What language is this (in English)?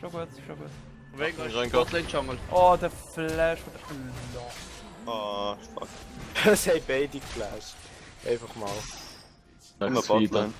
Swiss German